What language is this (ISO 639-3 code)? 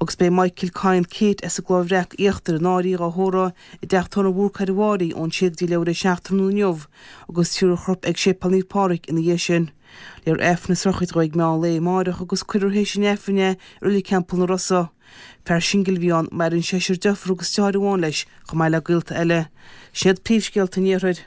gle